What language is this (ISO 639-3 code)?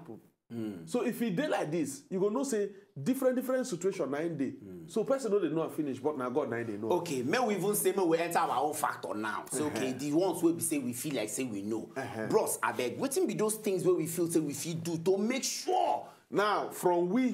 pcm